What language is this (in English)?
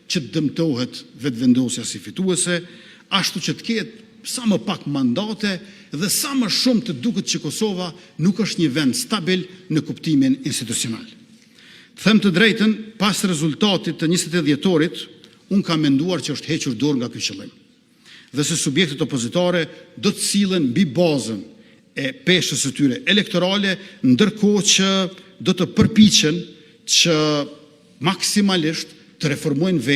Albanian